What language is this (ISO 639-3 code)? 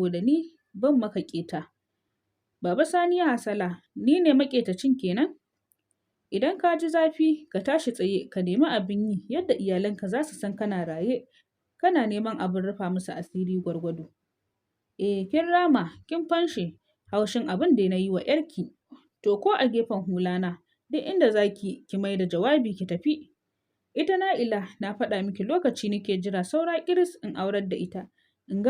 hau